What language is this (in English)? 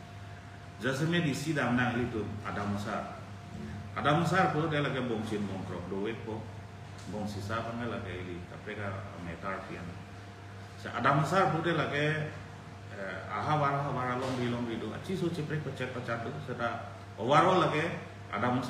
Karbi